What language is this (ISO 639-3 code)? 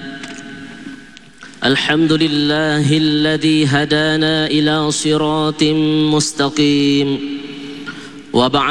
msa